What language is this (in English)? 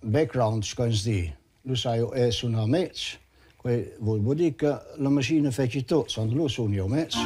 Romansh